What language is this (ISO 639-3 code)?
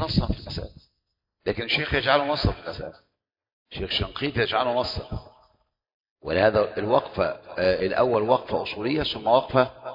ara